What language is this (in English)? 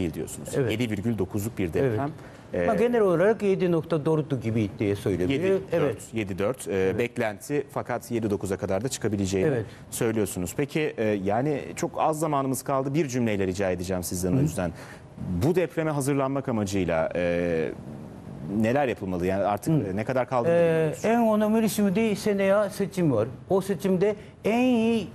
Turkish